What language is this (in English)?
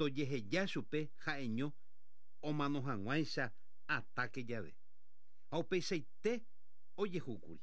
Guarani